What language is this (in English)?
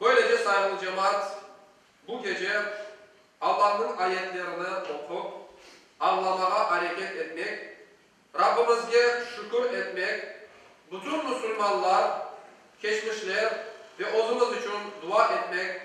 Crimean Tatar